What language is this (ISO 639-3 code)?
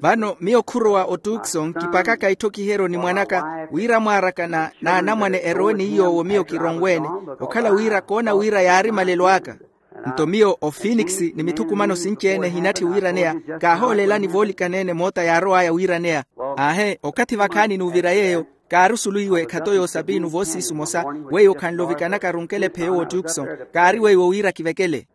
vmw